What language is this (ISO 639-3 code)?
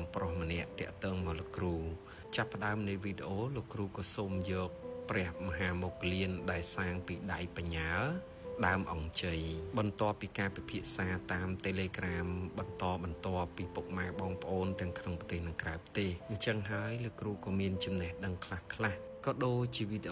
khm